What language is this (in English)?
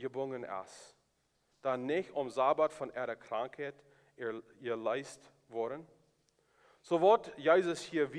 Plautdietsch